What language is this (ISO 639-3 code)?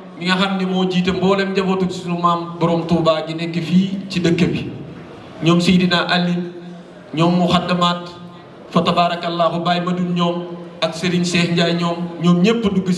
wol